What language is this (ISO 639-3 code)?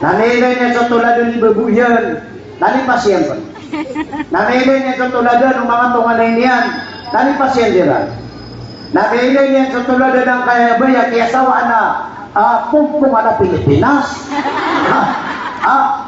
mrw